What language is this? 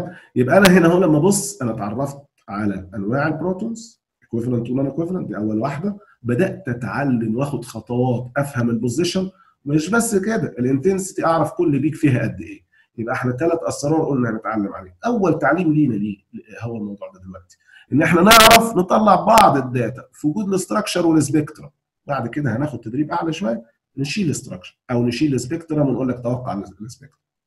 Egyptian Arabic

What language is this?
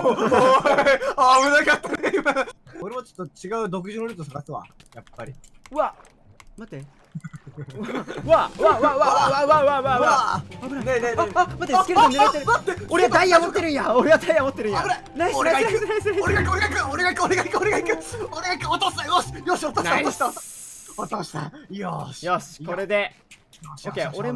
Japanese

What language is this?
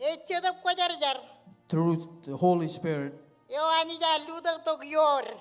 Marshallese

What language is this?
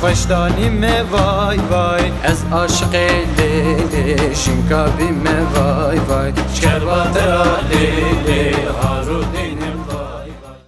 Zaza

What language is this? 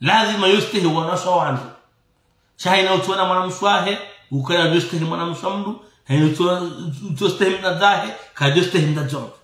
Ngazidja Comorian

